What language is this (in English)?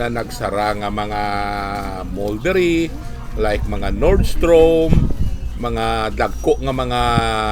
Hiligaynon